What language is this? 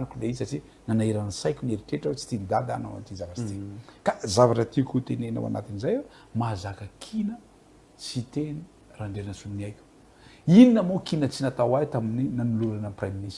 Malagasy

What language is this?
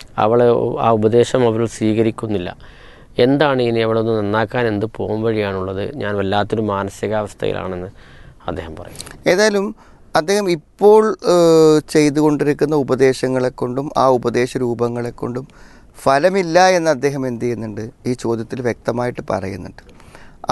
Malayalam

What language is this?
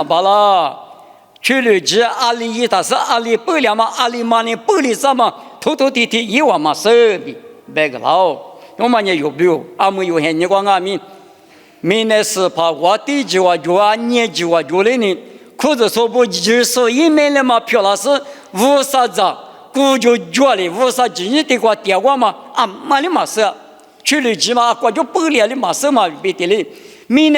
Lisu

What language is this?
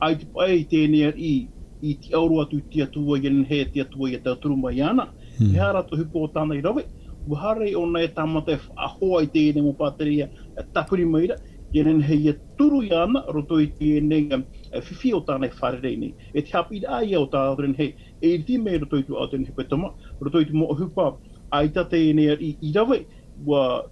Tahitian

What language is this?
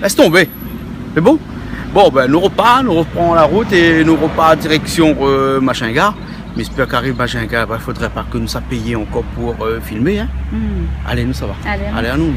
Réunion Creole French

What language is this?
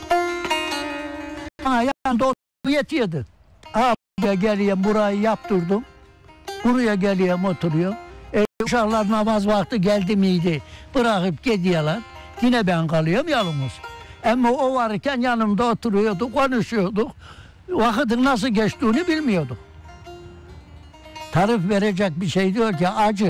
Turkish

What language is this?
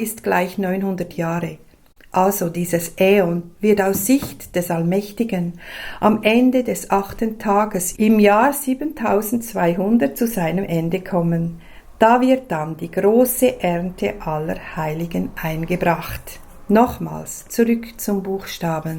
Swiss German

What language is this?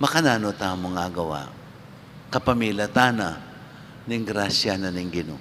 Pampanga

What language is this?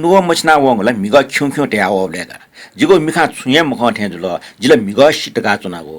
Newari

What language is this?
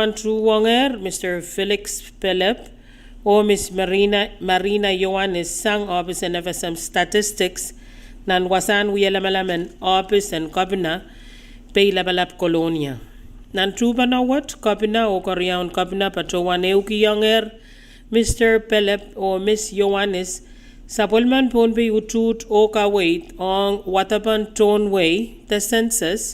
Pohnpeian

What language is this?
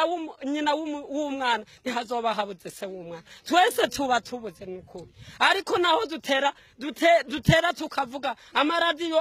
Rundi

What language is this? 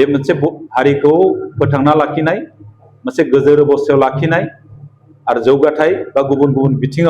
Bodo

